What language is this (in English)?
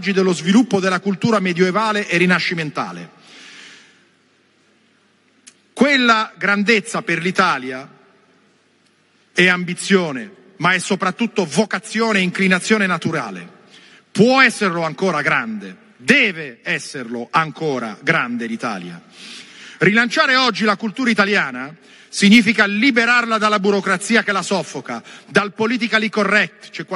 Italian